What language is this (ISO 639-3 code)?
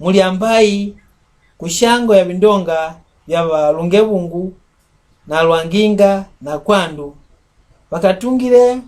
mck